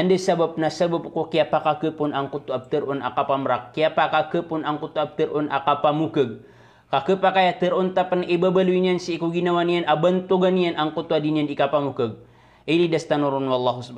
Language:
Maranao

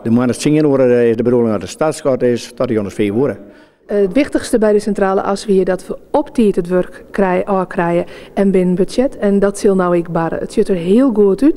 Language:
Western Frisian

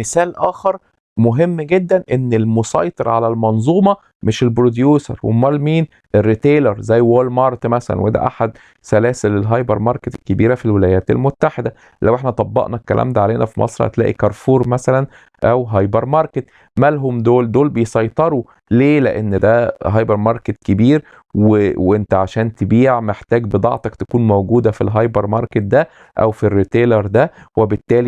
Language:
Egyptian Arabic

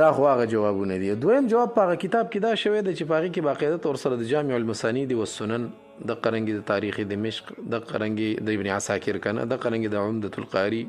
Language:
Pashto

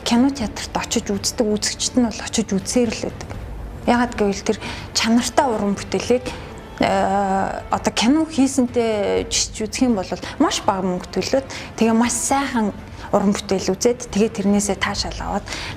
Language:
Mongolian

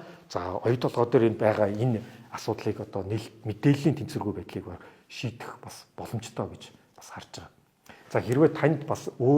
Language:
Mongolian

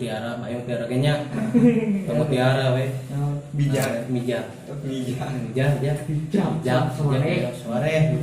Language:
Sundanese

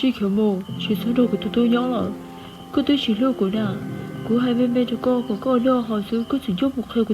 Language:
Hmong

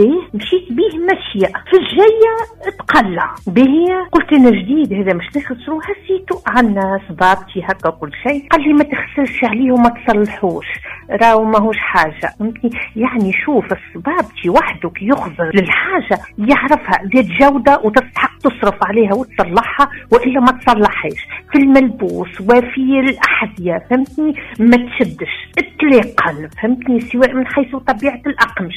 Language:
Tunisian Arabic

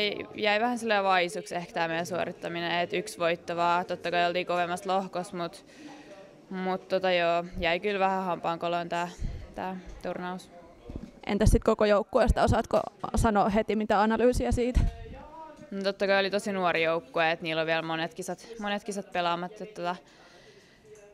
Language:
Finnish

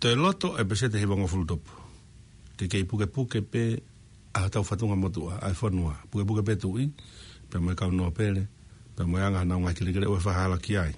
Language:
Tongan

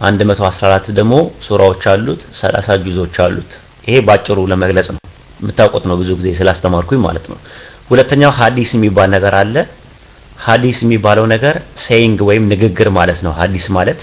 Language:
Amharic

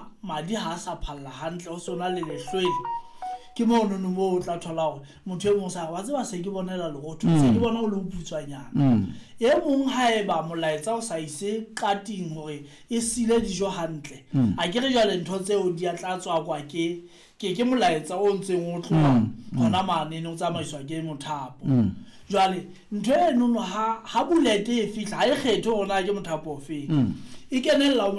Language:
Southern Sotho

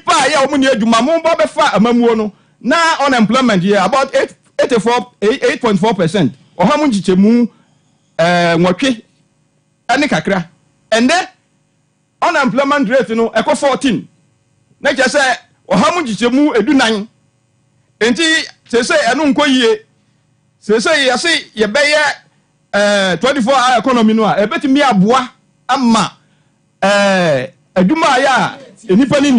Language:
Akan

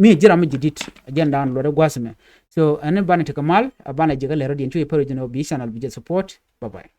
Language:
Nuer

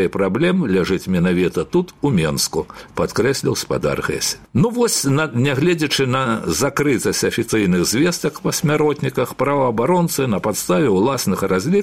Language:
Belarusian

